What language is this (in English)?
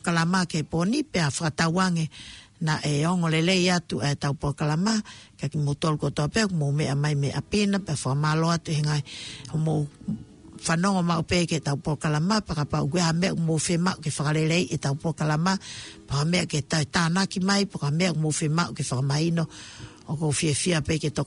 Tongan